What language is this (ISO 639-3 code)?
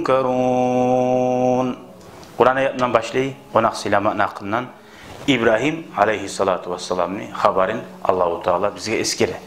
kum